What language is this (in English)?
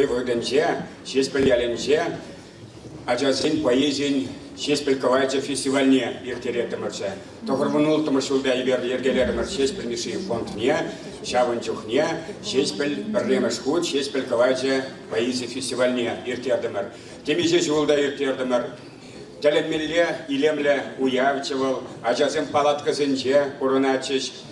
Chuvash